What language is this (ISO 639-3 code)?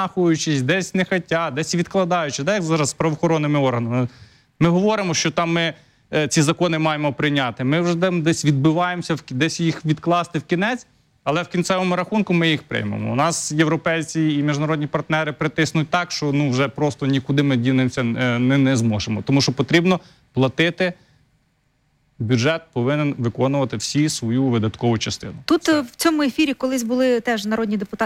ukr